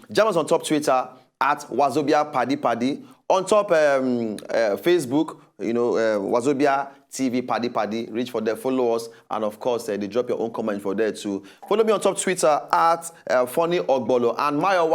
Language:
Nigerian Pidgin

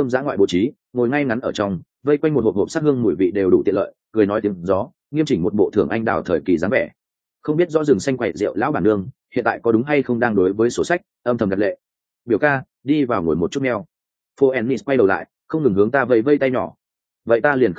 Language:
Vietnamese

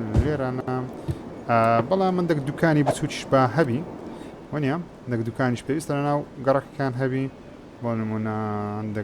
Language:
Central Kurdish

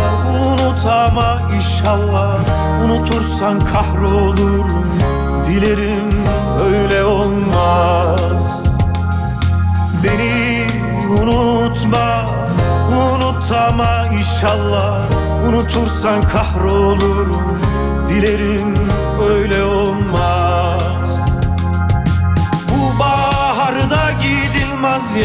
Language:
Turkish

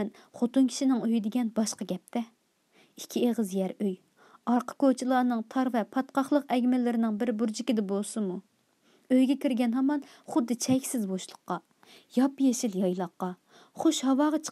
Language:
Uyghur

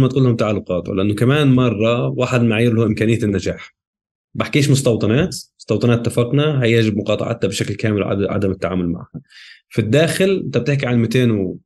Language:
North Levantine Arabic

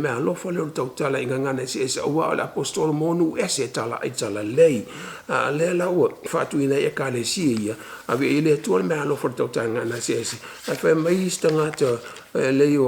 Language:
Samoan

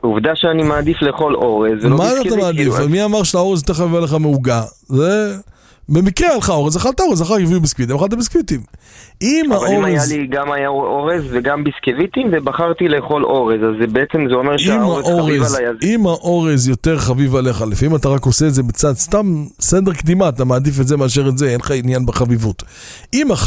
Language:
Hebrew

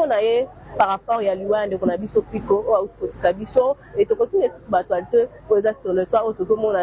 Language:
Lingala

